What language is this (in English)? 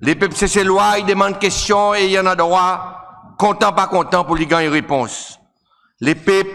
Seselwa Creole French